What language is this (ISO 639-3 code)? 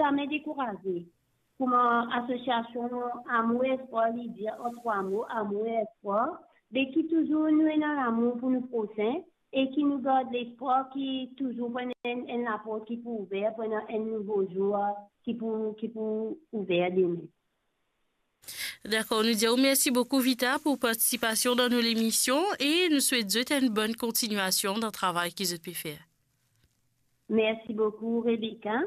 fra